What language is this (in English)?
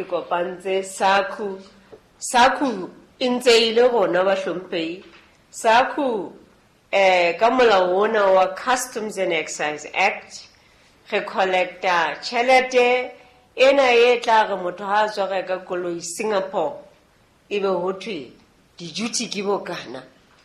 Southern Sotho